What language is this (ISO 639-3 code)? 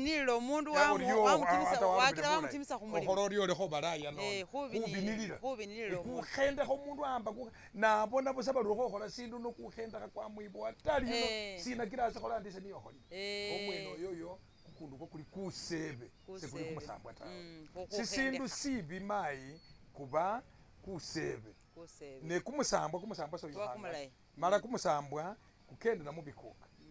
myx